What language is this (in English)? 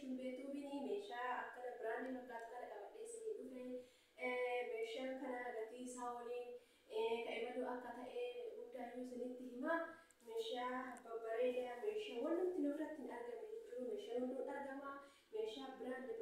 Oromo